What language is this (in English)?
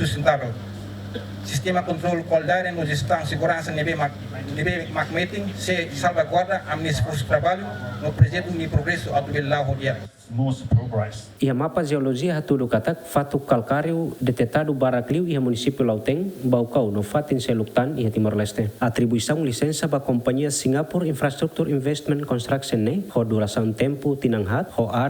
Tetum